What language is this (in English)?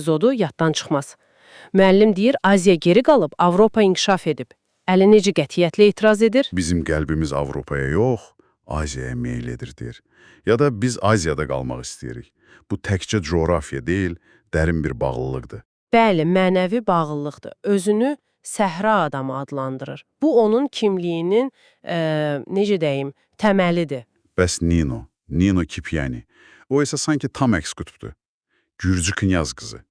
Azerbaijani